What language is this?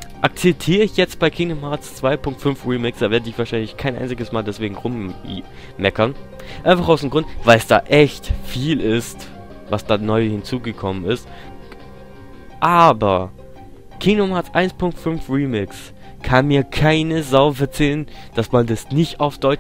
German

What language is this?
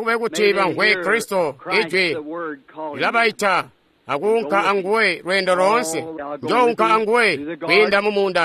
Tonga (Zambia)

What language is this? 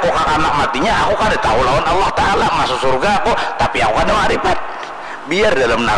Banjar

